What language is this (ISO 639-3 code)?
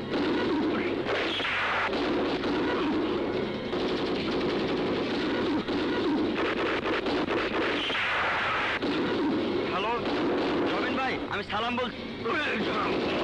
ben